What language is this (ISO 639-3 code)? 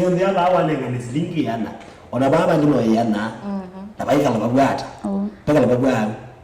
kam